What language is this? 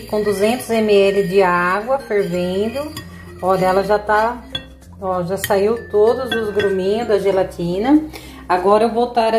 Portuguese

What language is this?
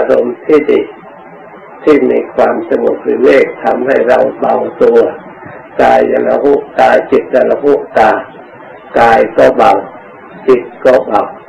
Thai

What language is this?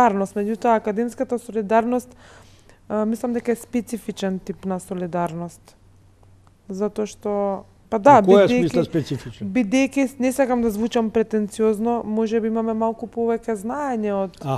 Macedonian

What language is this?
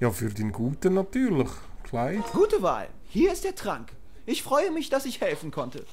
Swiss German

